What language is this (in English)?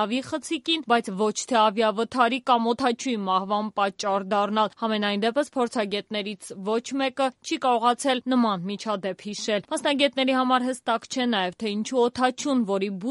Armenian